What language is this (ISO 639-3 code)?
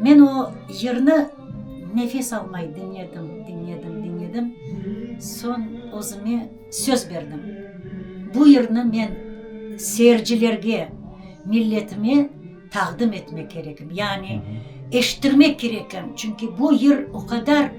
crh